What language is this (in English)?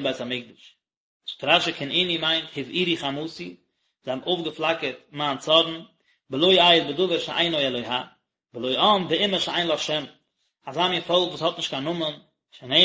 Yiddish